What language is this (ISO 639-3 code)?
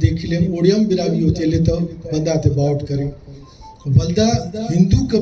brh